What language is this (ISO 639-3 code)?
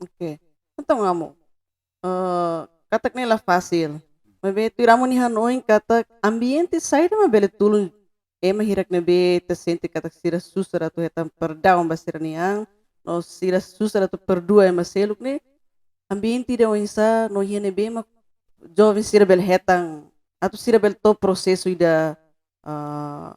tet